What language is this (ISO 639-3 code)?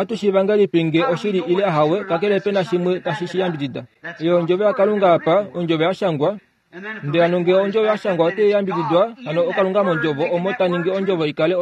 kua